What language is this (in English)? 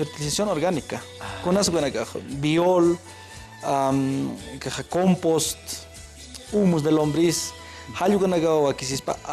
Aymara